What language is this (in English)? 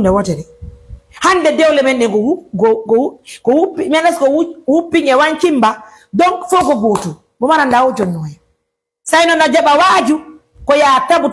Fula